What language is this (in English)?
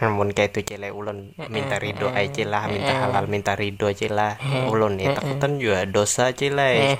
Banjar